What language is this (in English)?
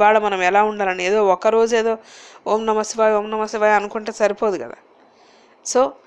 Telugu